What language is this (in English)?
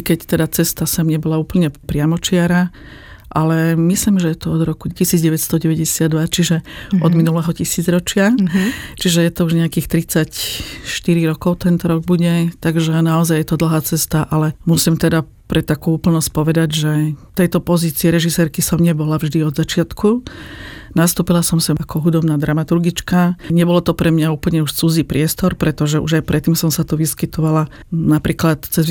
Slovak